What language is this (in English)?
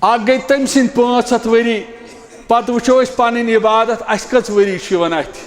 Kashmiri